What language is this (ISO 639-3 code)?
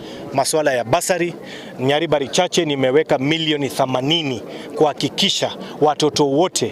guz